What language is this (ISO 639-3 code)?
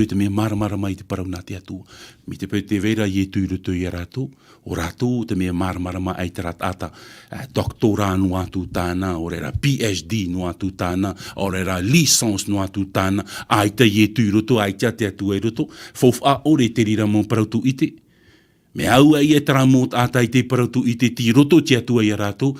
tah